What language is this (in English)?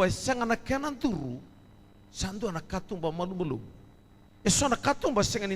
Fijian